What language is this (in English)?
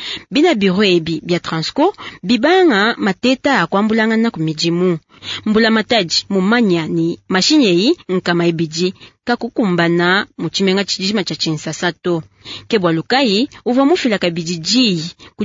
Luba-Lulua